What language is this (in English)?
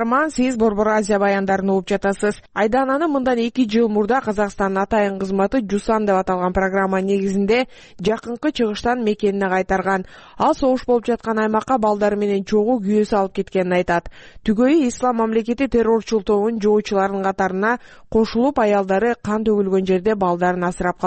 Kyrgyz